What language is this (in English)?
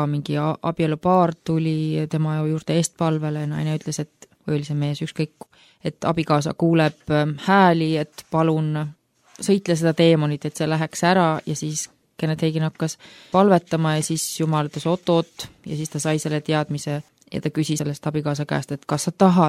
Estonian